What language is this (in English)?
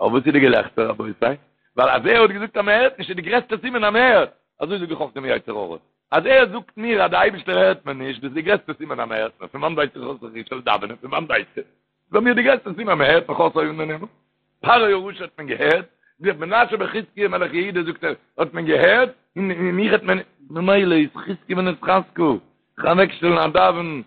Yiddish